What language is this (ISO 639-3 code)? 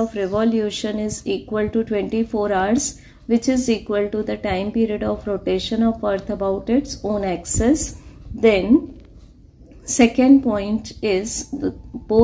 eng